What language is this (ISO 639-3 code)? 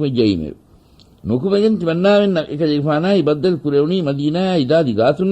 div